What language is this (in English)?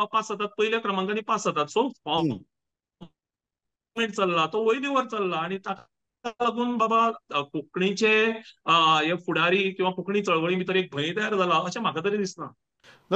Konkani